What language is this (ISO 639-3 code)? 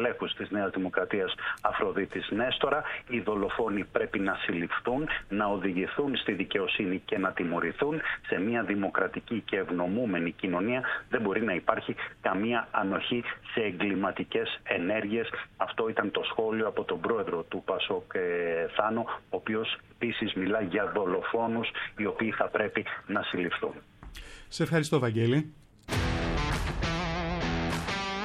ell